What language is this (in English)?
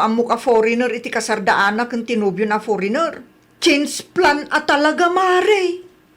Iloko